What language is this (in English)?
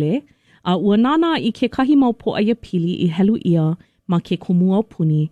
Hawaiian